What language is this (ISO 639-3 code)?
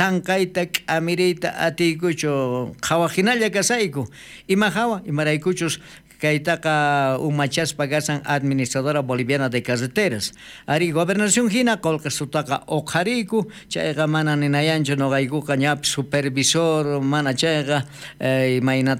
quh